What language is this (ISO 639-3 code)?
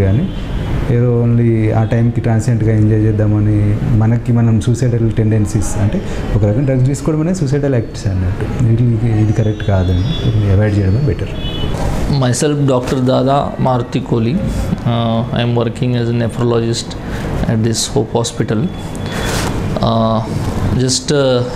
tel